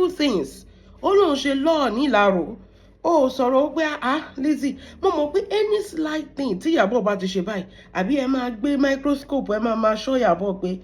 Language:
Yoruba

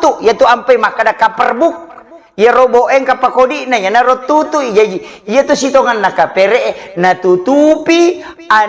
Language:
Buginese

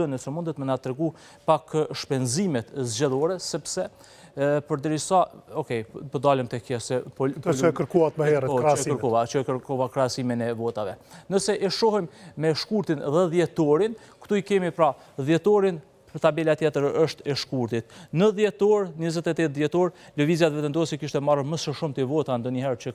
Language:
Albanian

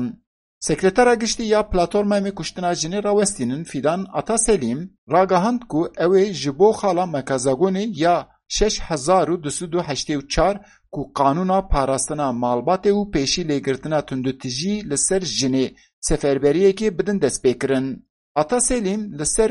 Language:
Kurdish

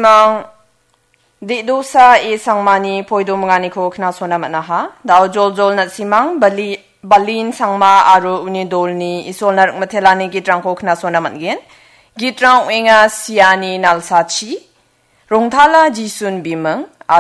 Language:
Garo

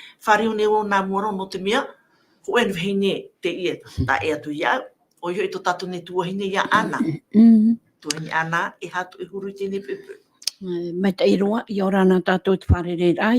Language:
Tahitian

